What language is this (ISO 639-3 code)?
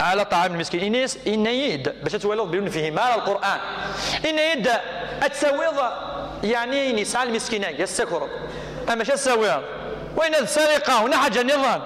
kab